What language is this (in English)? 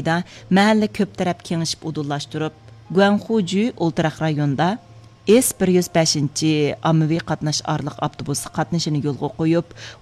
Uyghur